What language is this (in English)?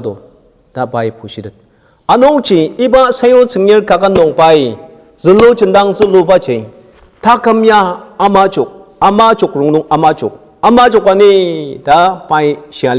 Ao Naga